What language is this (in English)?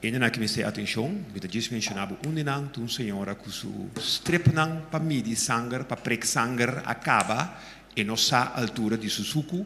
Papiamento